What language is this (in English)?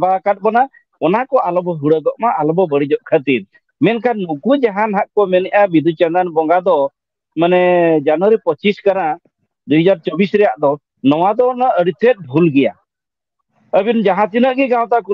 Santali